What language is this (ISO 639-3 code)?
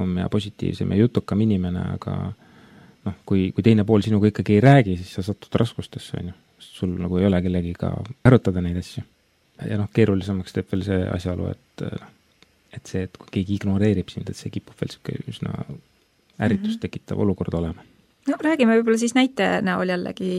est